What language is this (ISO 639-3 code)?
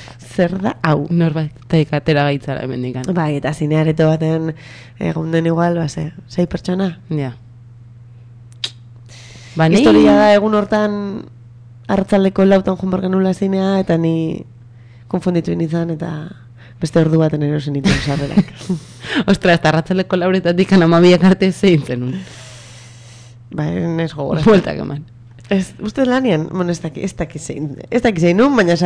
eus